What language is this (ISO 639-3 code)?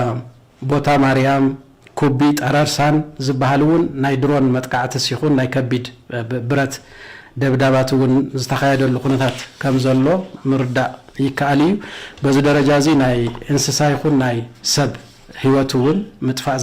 tir